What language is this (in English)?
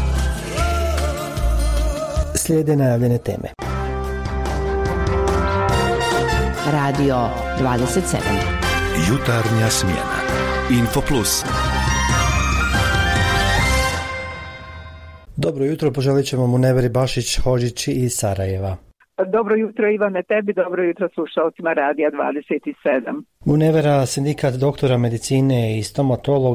Bosnian